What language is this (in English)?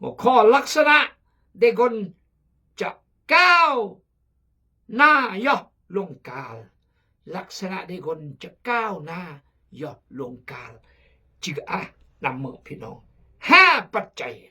Khmu